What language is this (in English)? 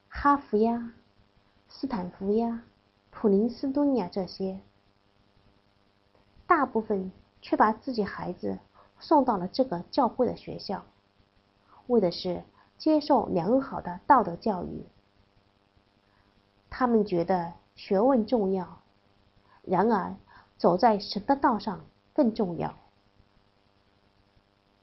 Chinese